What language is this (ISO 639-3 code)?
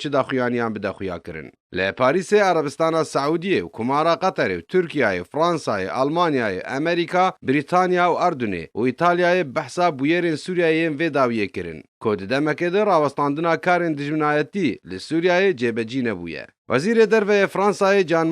kur